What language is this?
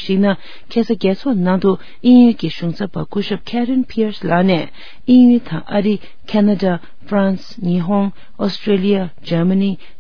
Tibetan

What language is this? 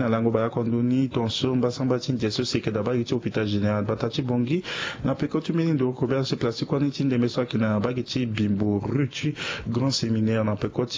Sango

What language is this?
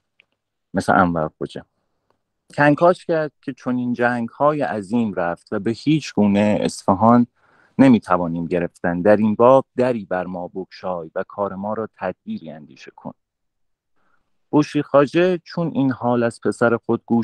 Persian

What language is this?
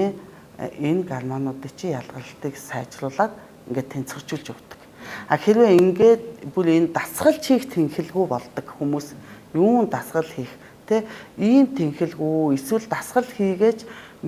Mongolian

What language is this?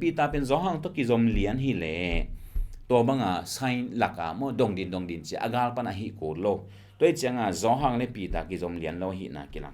Tedim Chin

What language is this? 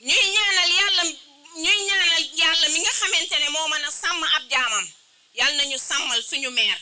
Wolof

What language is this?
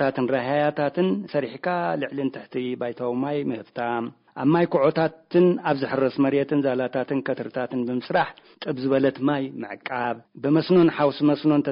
Tigrinya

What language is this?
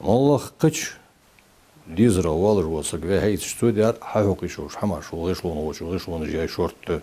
Ingush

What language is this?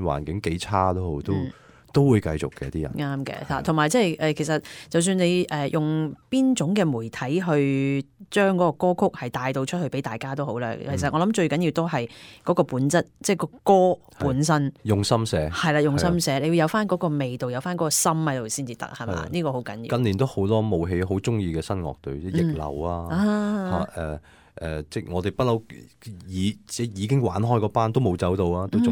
Cantonese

